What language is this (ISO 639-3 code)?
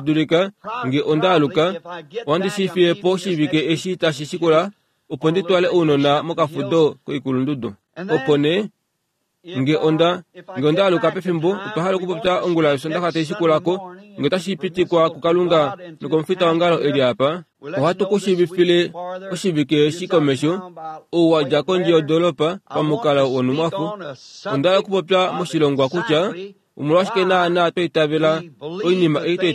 kua